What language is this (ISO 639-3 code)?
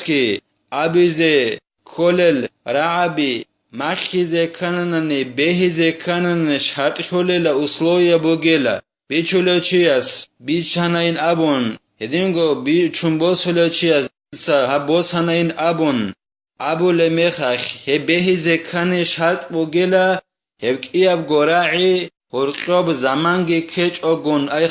ava